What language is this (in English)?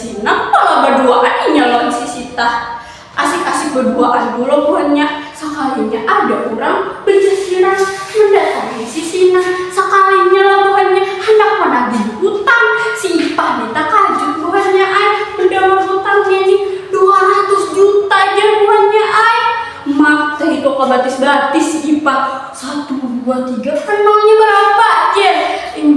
Banjar